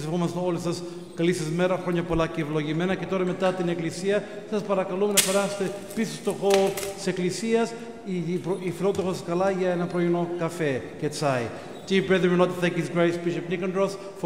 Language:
Greek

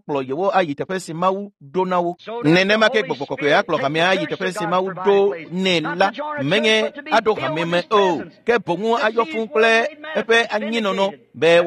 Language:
Ewe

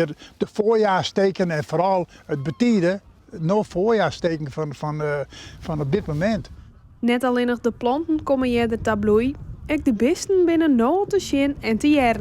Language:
Western Frisian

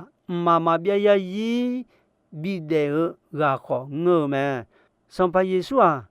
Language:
Akha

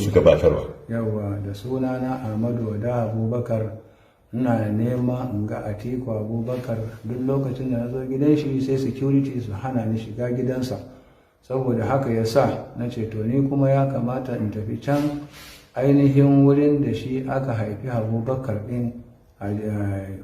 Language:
Hausa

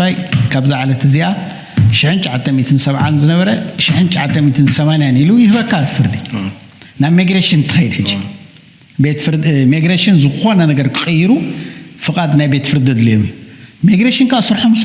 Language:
Tigrinya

